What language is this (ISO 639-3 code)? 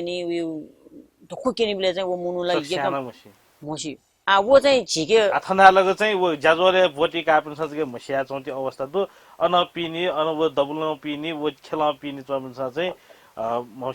new